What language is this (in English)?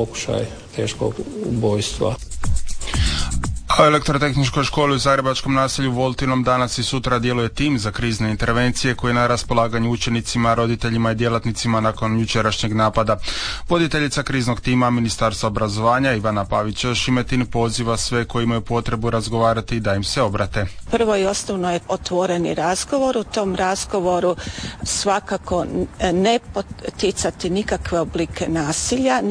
Croatian